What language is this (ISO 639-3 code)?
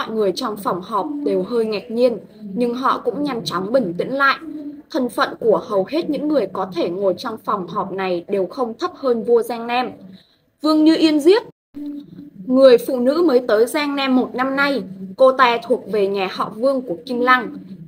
vie